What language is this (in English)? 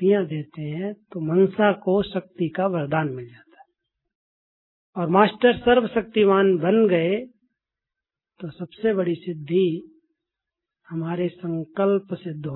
Hindi